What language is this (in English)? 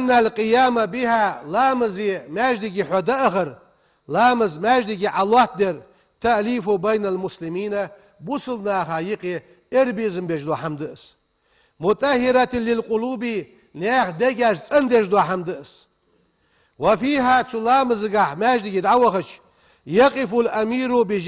Ingush